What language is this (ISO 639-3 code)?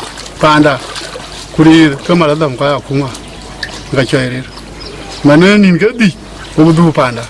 din